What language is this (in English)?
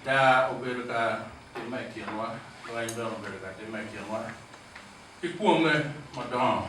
Acoli